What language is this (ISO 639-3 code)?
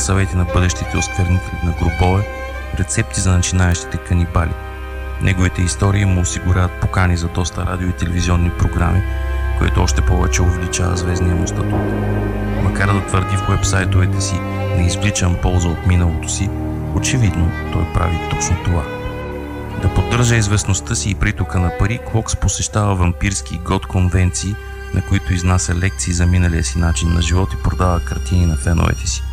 bul